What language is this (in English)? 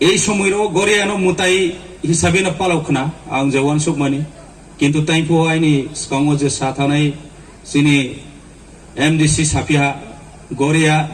Riang (India)